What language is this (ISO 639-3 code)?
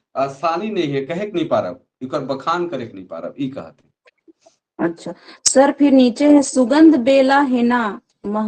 sck